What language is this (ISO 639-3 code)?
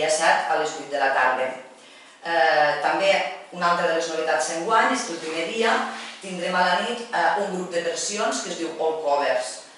cat